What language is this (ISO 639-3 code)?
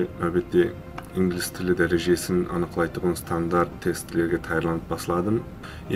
kaa